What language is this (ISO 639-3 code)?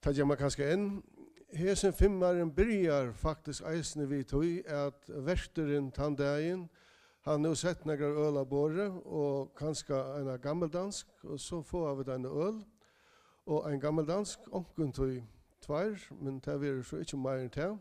fao